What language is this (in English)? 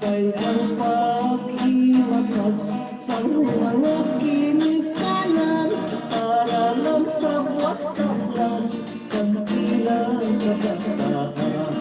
Hiligaynon